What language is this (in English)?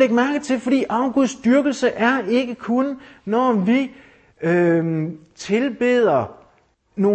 Danish